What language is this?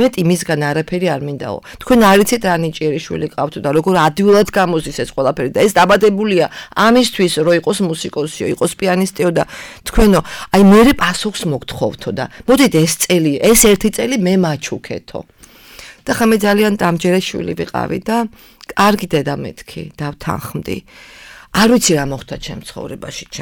Georgian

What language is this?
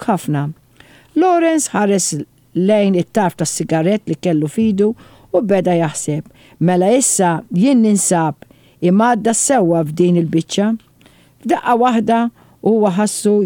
Maltese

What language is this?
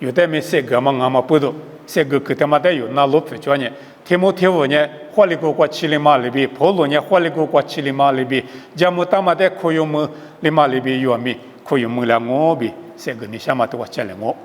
Lisu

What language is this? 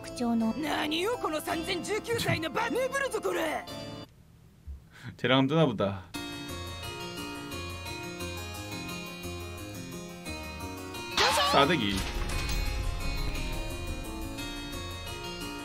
Korean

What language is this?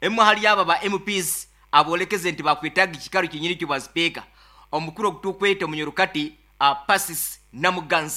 Nyankole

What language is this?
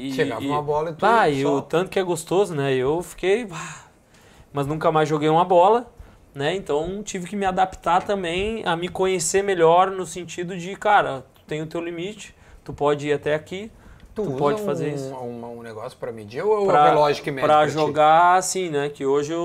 Portuguese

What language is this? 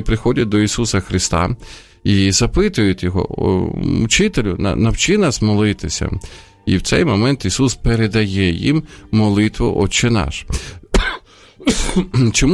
Ukrainian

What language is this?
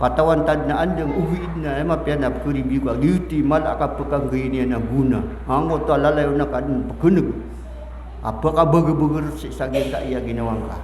Maranao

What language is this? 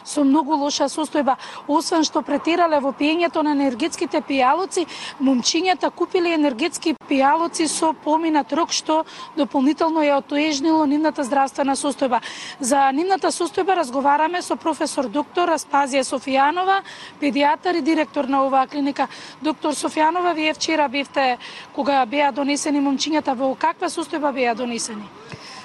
Macedonian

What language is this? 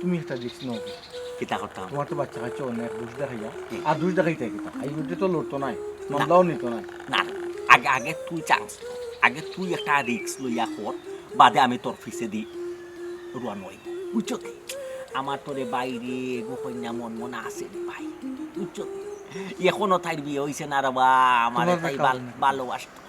Sylheti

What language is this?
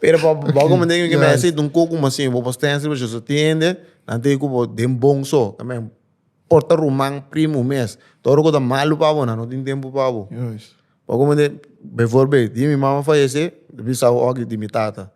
Papiamento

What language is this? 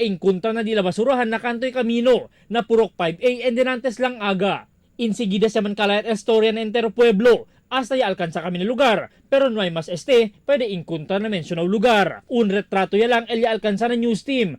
Chavacano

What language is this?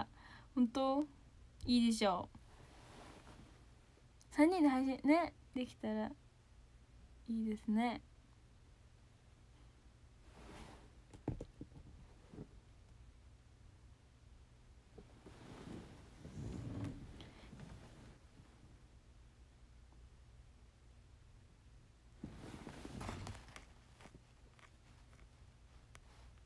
Japanese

